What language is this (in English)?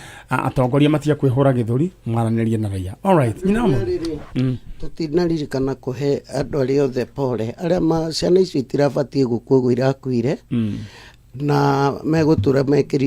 Kikuyu